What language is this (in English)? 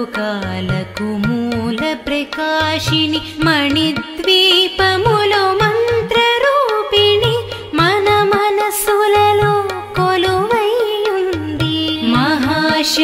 Telugu